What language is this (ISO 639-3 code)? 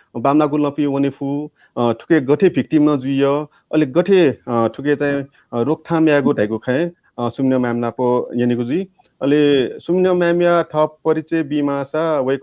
new